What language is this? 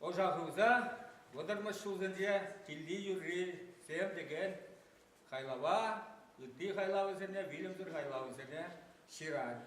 Chuvash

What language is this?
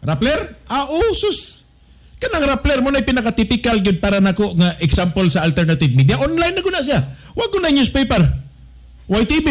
Cebuano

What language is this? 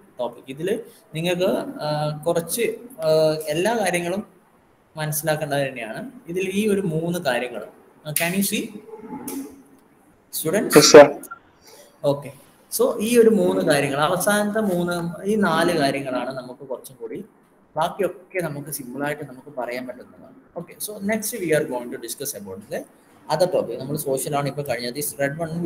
Malayalam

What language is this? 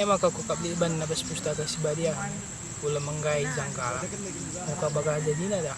Batak Karo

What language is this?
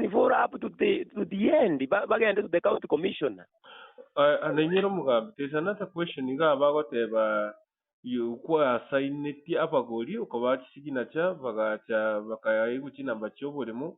Gusii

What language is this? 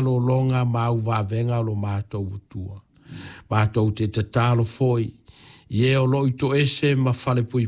Samoan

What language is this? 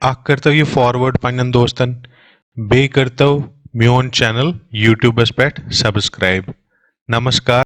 Kashmiri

